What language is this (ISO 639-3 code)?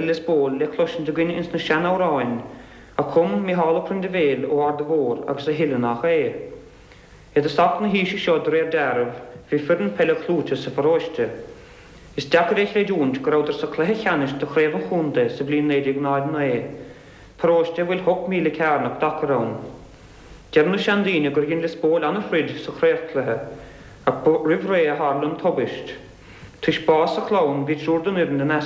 gle